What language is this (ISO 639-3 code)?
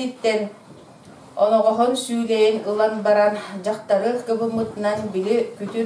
sah